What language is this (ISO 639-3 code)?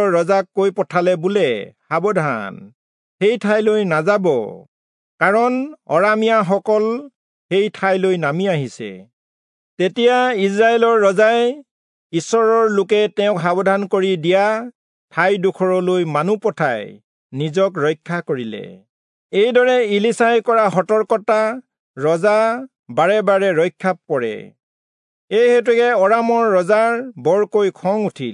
asm